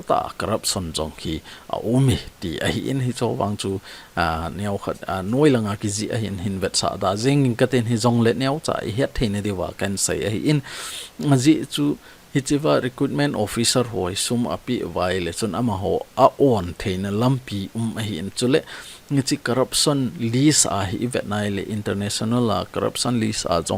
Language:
Thado Chin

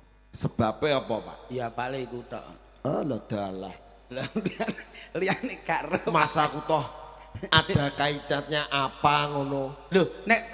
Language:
Javanese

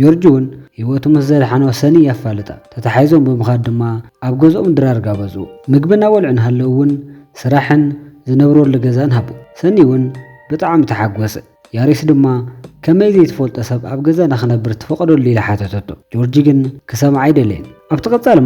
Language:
Tigrinya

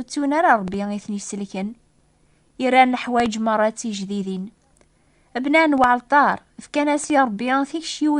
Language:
Kabyle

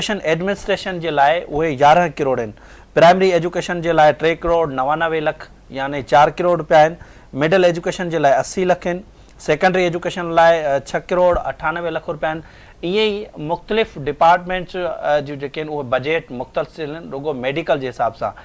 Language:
Sindhi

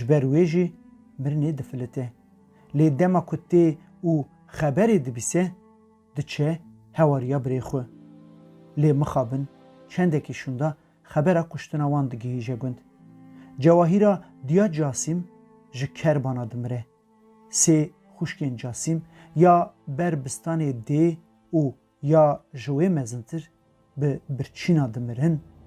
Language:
Kurdish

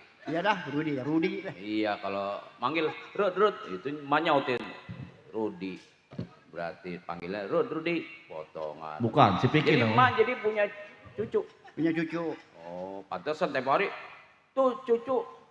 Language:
Betawi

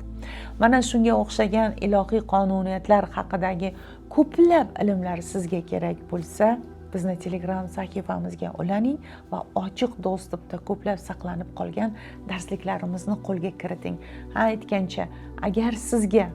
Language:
Uzbek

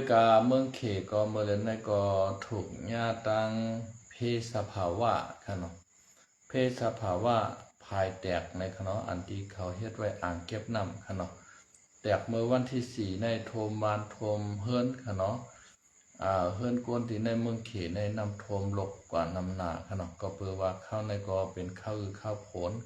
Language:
Shan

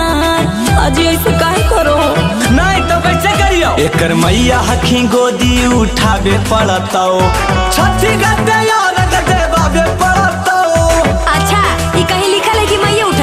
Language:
Magahi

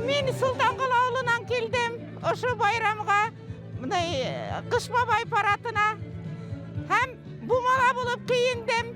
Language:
Bashkir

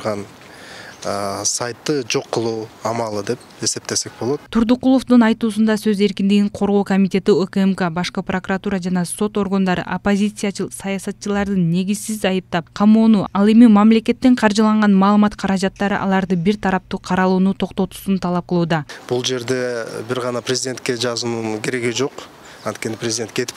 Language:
Kyrgyz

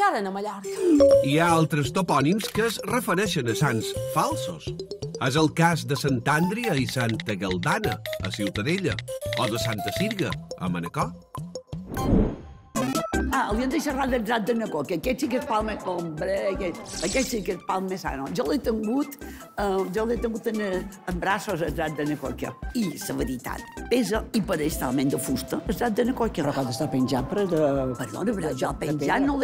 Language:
Catalan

